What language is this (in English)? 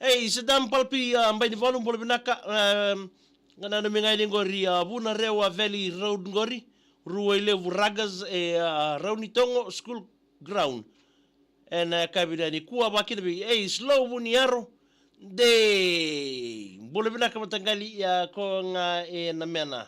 Fijian